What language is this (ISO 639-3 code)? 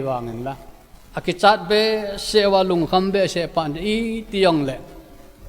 tcz